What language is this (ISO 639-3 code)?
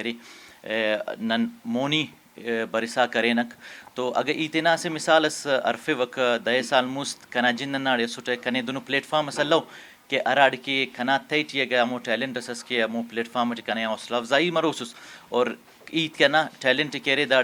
brh